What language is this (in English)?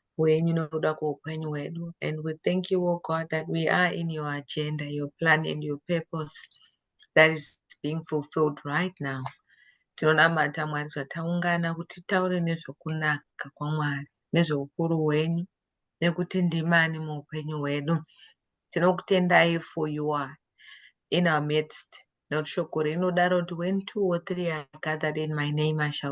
Shona